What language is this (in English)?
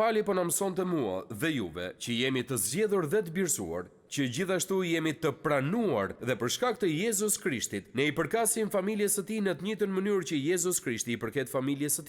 Albanian